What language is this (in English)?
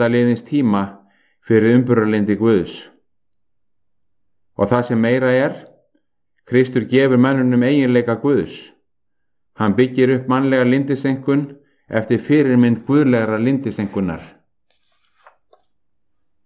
Icelandic